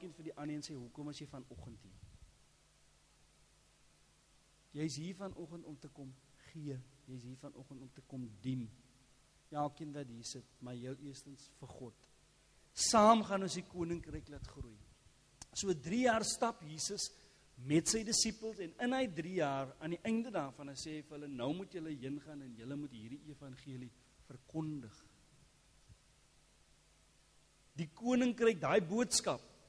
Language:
Afrikaans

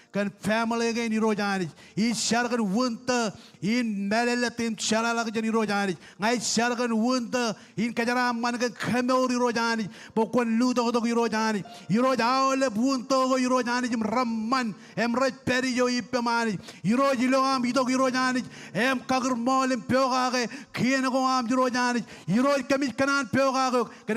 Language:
Marshallese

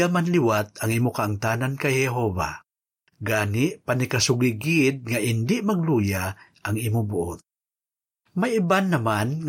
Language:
Hiligaynon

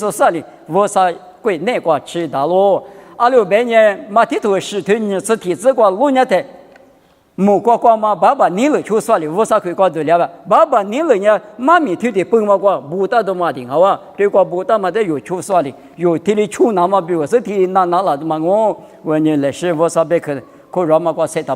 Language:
Lisu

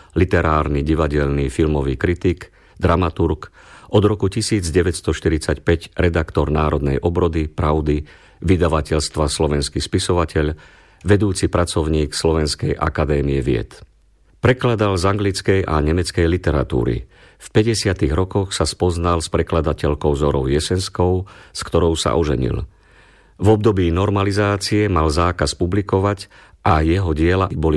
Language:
Slovak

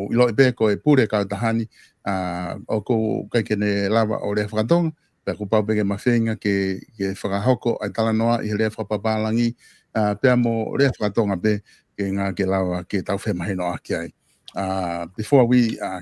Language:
Tongan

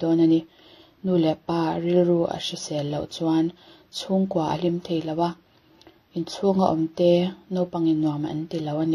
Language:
Mizo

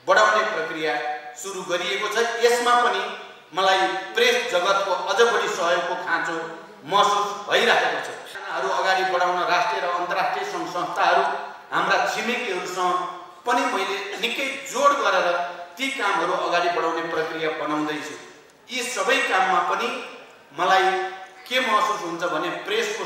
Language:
Nepali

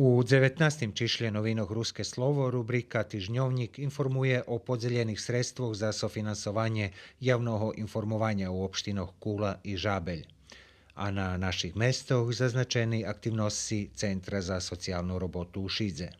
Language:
Rusyn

